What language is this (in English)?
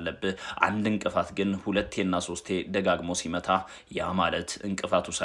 Amharic